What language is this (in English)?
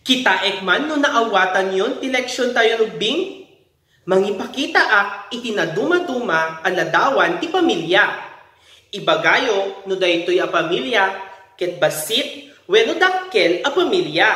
Iloko